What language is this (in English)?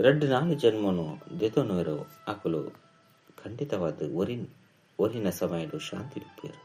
Tulu